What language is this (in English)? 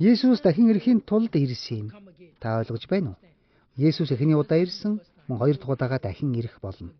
Mongolian